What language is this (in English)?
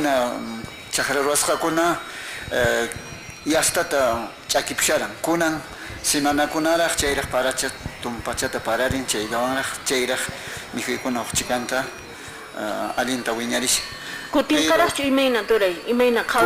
Quechua